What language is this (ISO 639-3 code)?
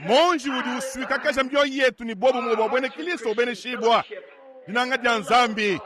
lua